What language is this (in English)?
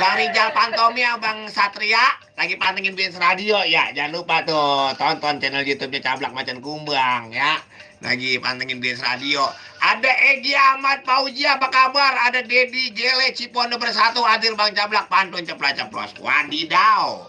Betawi